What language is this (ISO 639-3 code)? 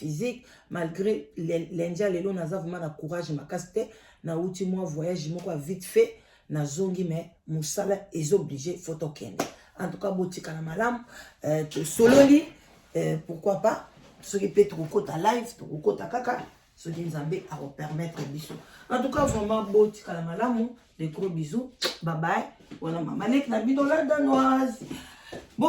lin